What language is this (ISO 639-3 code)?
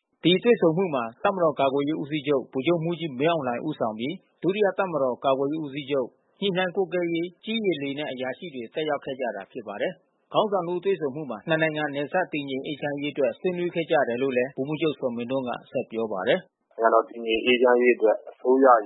mya